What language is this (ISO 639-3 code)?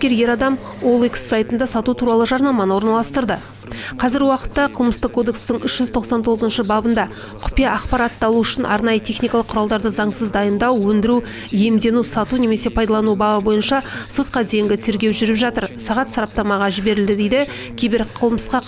kaz